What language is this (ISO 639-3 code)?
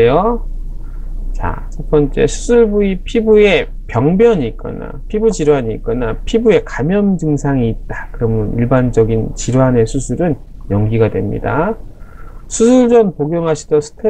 kor